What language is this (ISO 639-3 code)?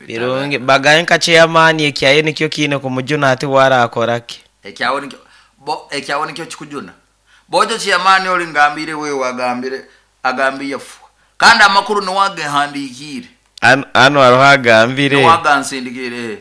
nyo